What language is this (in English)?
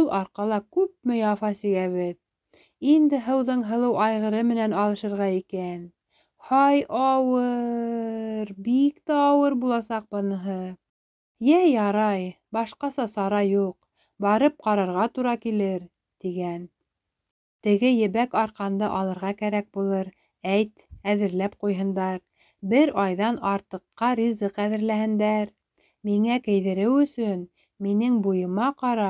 Bashkir